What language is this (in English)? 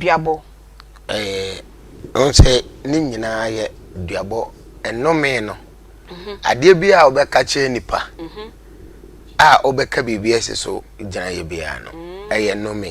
Akan